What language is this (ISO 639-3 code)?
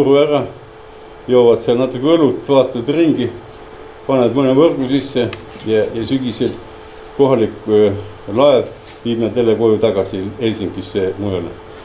est